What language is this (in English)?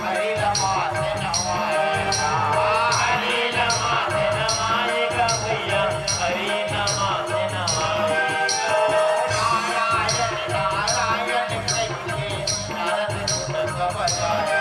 Chhattisgarhi